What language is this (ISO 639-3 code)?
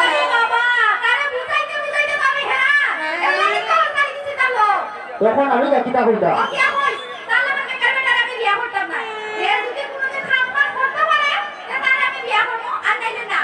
syl